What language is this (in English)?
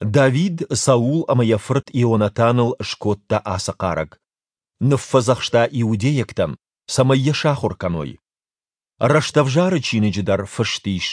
Ossetic